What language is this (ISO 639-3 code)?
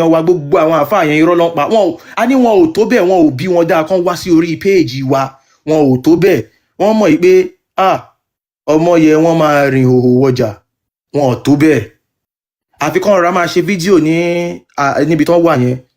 yor